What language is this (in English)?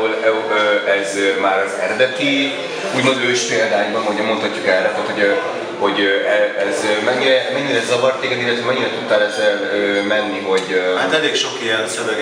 Hungarian